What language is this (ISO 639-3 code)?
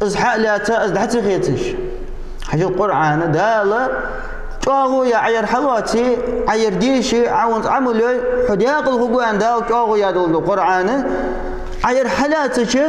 inh